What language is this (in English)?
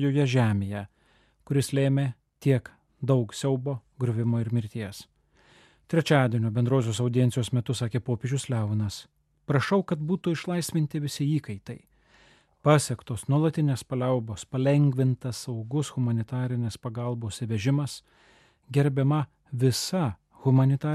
Lithuanian